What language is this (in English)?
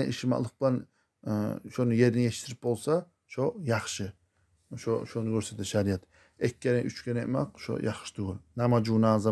Kumyk